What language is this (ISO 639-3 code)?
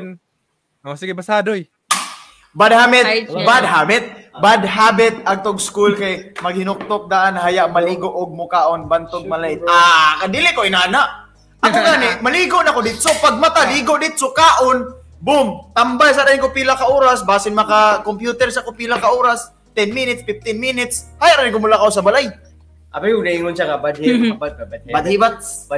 ceb